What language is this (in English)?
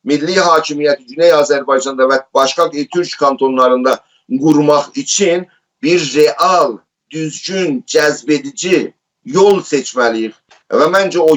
South Azerbaijani